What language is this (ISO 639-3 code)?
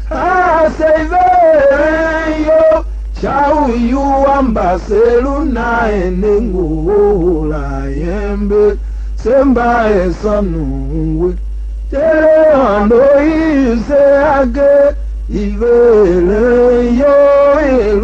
tiv